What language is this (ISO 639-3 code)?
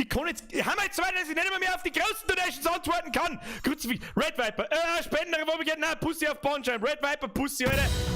bar